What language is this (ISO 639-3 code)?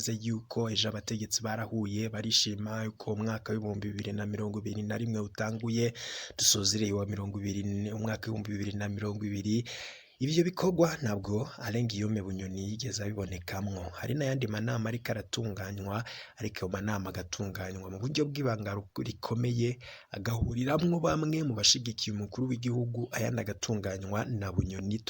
run